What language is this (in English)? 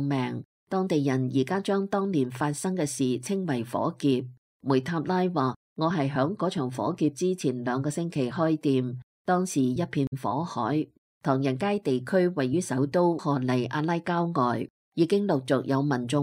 Cantonese